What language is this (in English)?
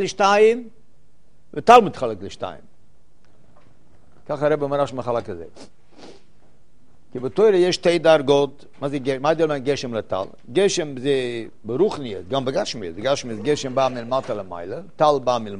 Hebrew